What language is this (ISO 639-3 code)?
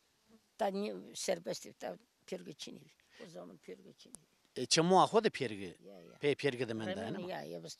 zza